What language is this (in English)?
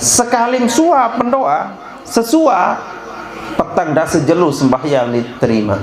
Sasak